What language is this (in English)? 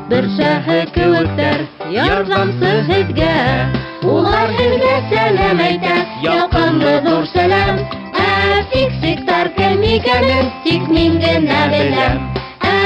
Bashkir